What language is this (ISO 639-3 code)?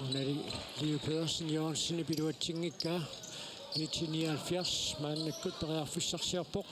kal